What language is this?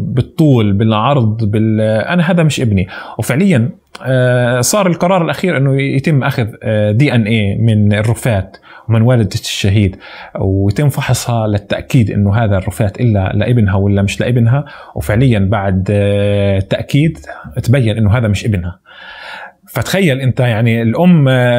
North Levantine Arabic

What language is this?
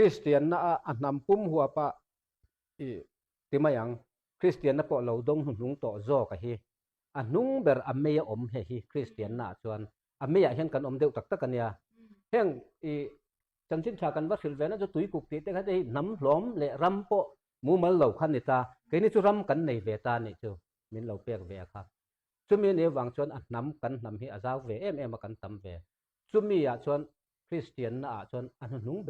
Mizo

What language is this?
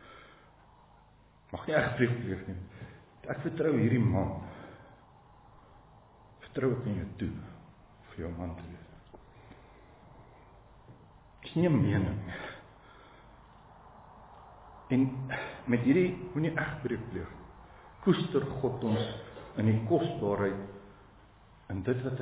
Afrikaans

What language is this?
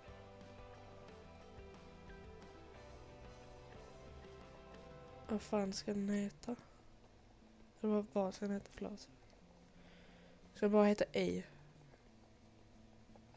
Swedish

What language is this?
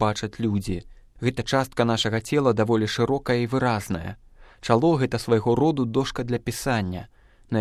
Belarusian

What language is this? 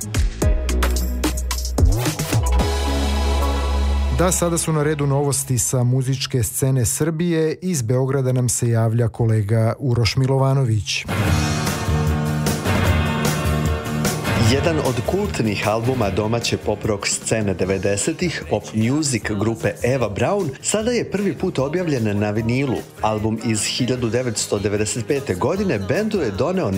Serbian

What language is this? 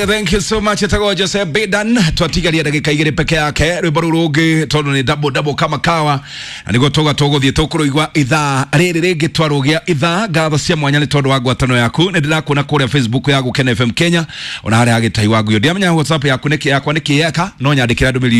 Kikuyu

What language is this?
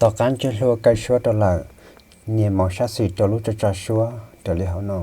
Hmong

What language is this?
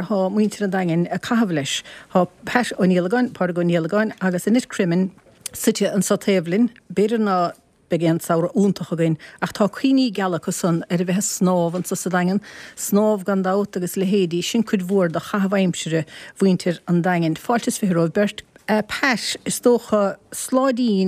Irish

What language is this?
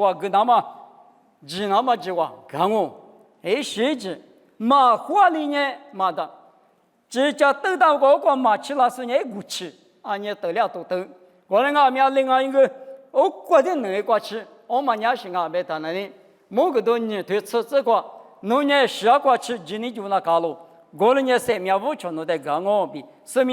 Lisu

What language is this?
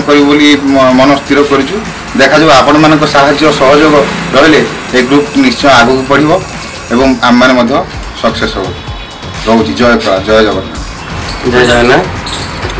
Odia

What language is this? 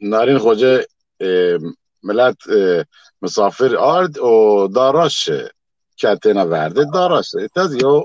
Zaza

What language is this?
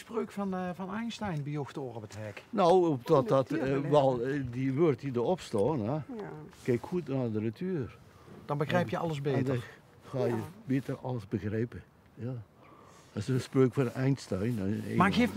Limburgish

